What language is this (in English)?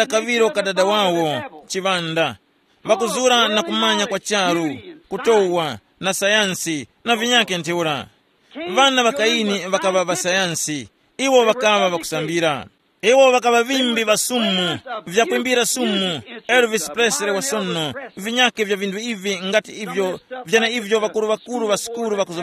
Tumbuka